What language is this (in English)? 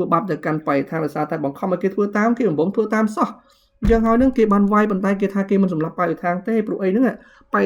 Khmer